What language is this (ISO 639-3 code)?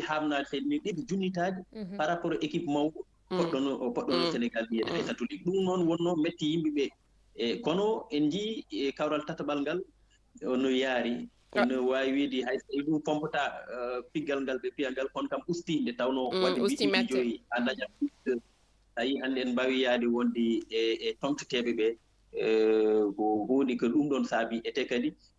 ful